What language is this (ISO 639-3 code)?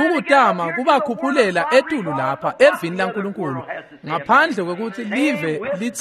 ssw